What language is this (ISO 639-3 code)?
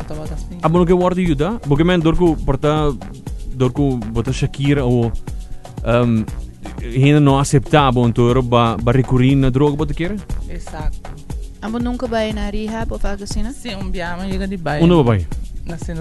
pap